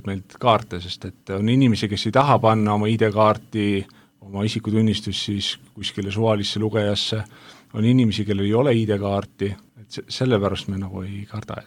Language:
Estonian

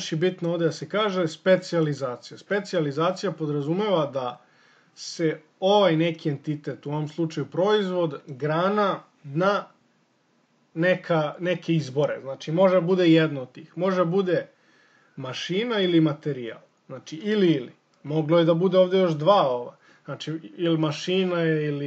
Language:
Serbian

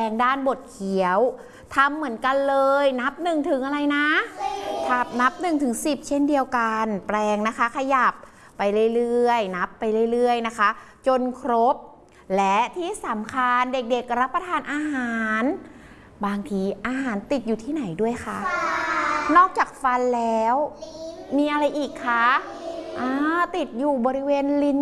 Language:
Thai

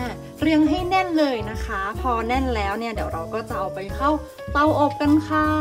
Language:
Thai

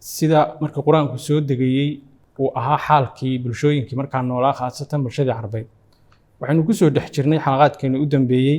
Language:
Somali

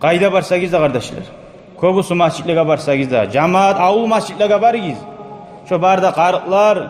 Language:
Kumyk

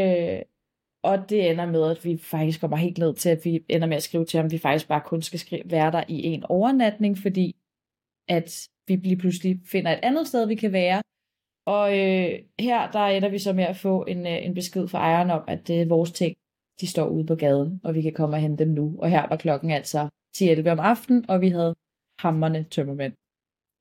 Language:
Danish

